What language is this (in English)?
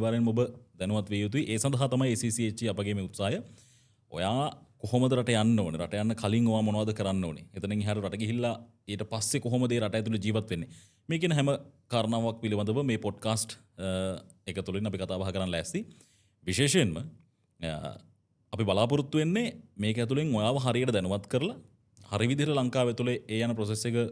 Sinhala